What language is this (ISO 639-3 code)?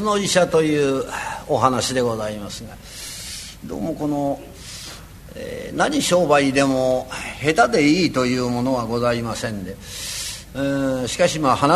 jpn